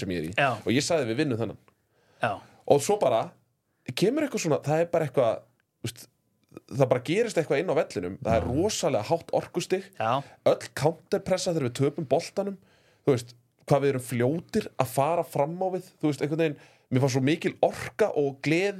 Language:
Icelandic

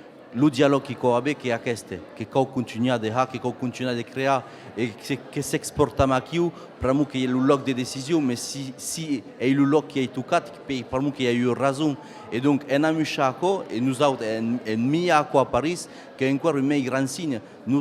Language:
Occitan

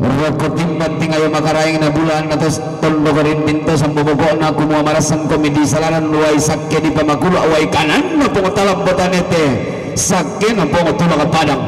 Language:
Toraja-Sa'dan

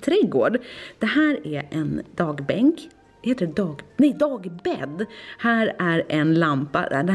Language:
Swedish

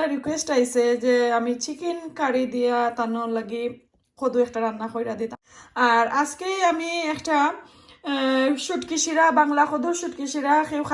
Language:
Sylheti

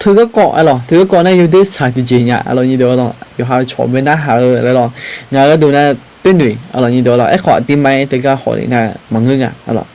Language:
Akha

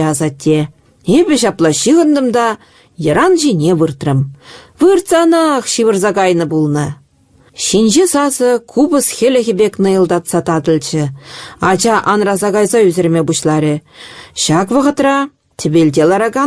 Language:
Chuvash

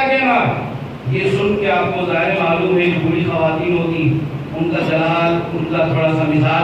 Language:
Urdu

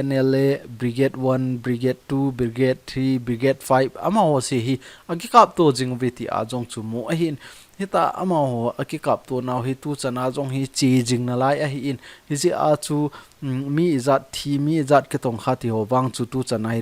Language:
Thado Chin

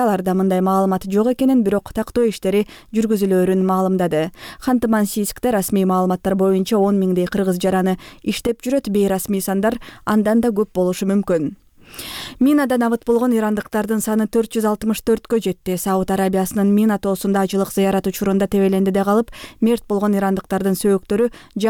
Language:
Kyrgyz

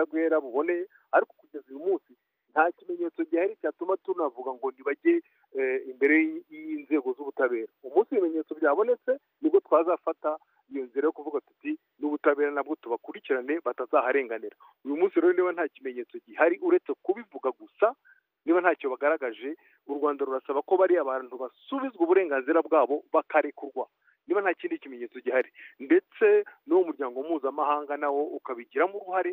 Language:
Kinyarwanda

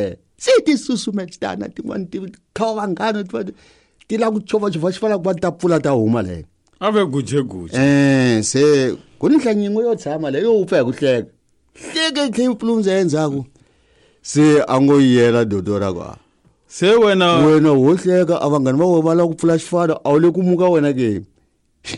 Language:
Tsonga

